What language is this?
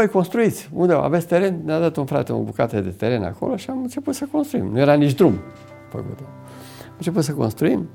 Romanian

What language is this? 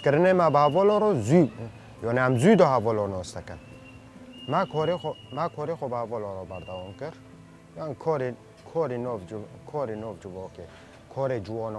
Kurdish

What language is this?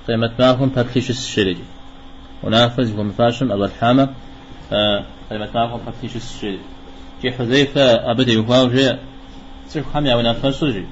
Kabardian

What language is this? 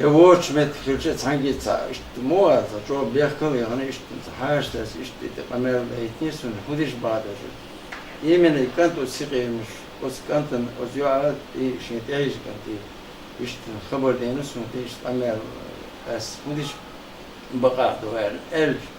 Chechen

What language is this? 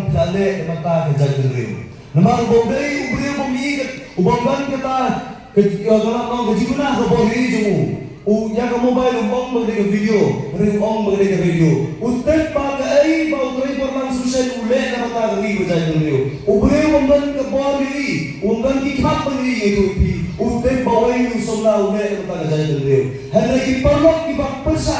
Khasi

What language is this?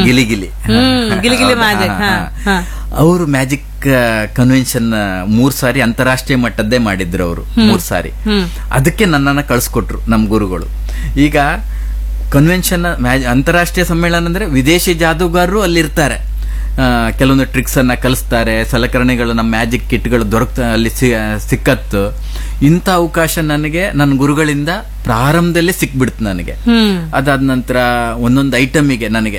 Kannada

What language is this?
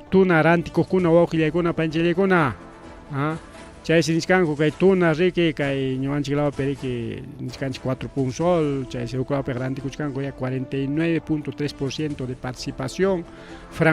Ayacucho Quechua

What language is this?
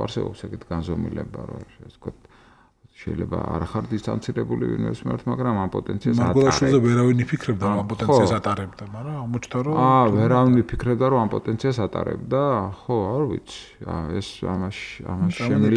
Georgian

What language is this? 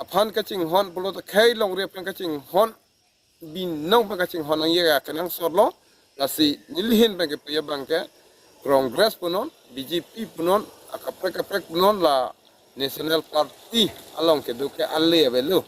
Karbi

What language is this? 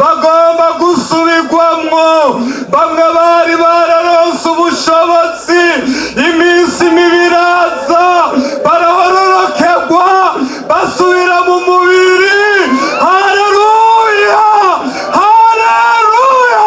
Rundi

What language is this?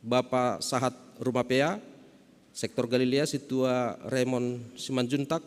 Batak Simalungun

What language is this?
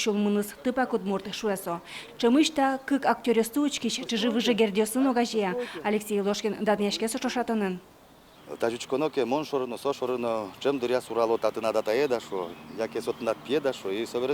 Udmurt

